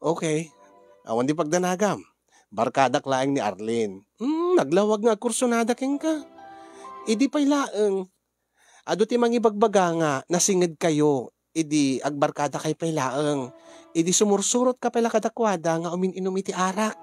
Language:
Iloko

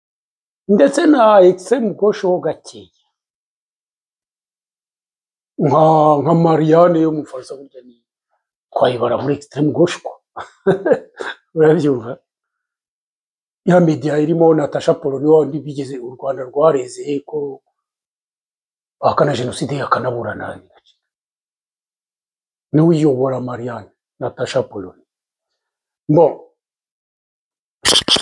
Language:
Kinyarwanda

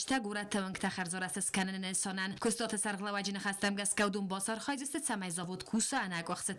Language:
Ossetic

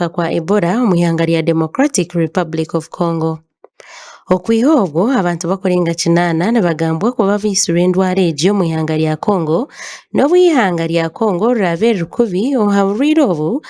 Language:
Nyankole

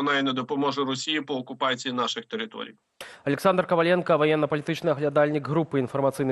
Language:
Belarusian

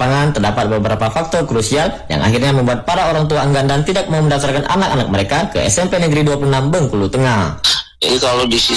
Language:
Indonesian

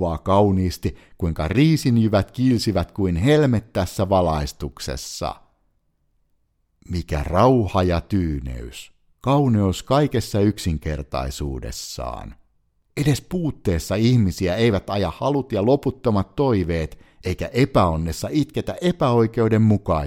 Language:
Finnish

